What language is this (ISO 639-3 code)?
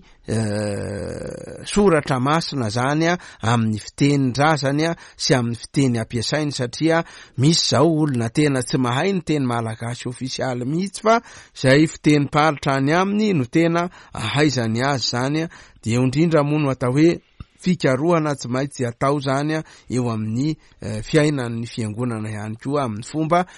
mlg